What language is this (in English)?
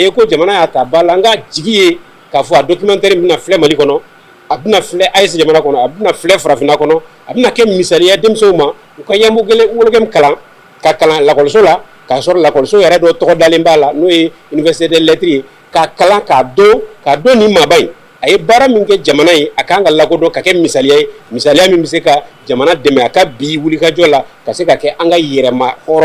Bambara